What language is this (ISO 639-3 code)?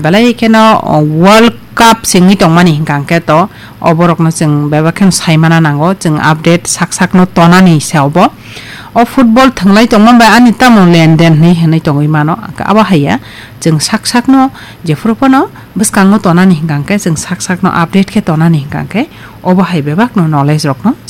trp